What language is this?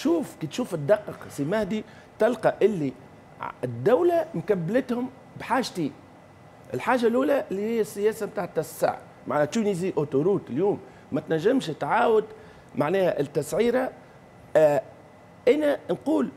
Tunisian Arabic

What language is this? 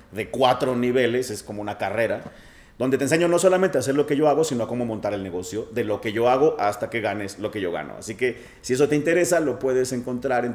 Spanish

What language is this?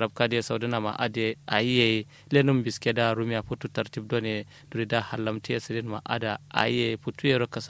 Kanuri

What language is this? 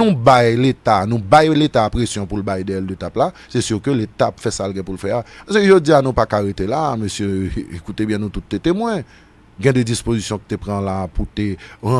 Haitian Creole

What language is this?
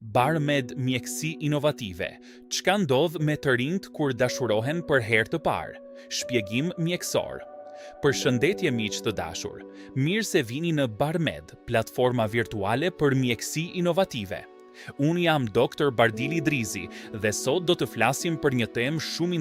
Albanian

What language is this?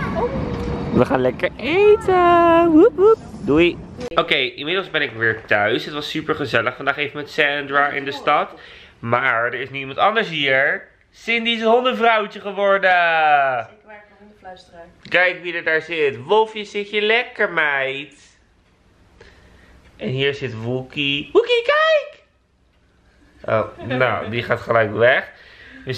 Dutch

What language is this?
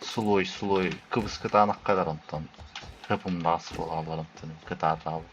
Yakut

